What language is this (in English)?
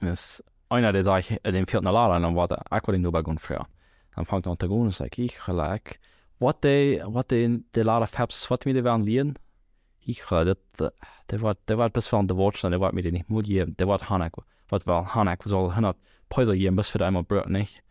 Plautdietsch